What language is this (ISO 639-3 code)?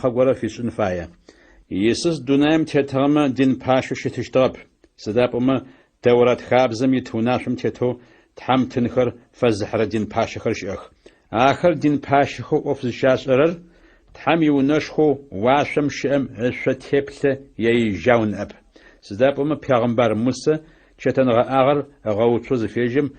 ady